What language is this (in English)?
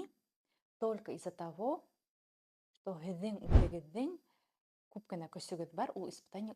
Bashkir